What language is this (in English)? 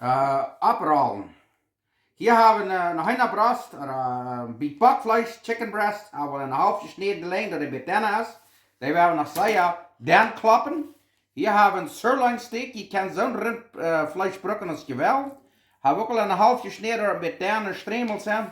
Plautdietsch